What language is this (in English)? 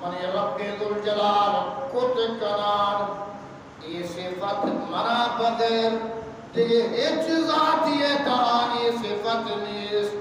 Eastern Balochi